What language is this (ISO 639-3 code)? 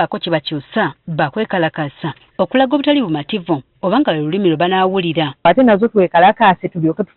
lug